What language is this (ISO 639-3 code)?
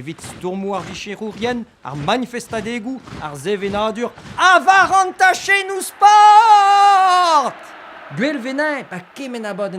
bre